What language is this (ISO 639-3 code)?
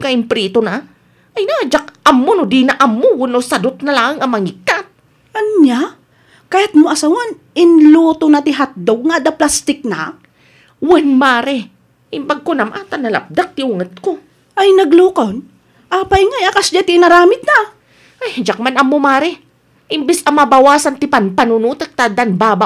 ilo